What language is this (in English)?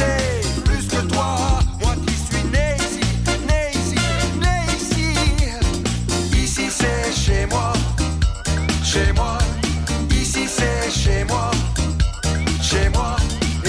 French